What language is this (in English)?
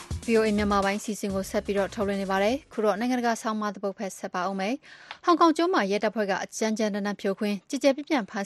Burmese